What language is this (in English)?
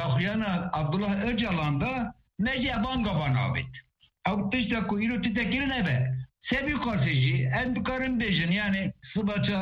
Kurdish